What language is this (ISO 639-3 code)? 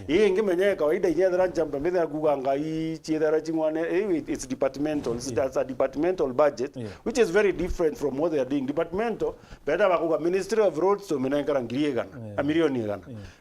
mer